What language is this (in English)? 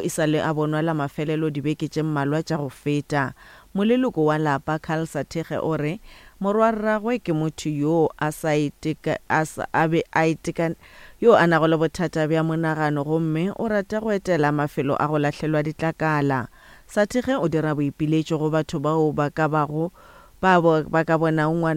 Northern Sotho